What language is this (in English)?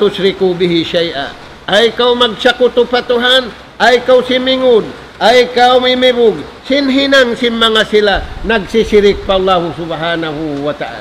Tausug